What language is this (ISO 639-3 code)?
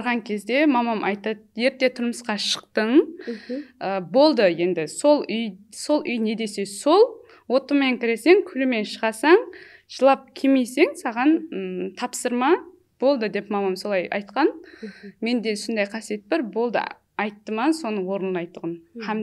kaa